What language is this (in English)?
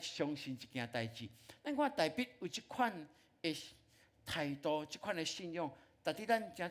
Min Nan Chinese